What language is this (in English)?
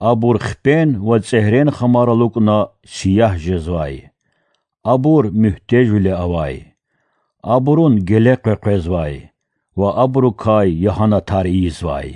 Lezghian